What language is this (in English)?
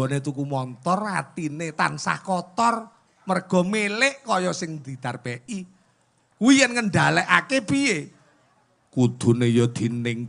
Javanese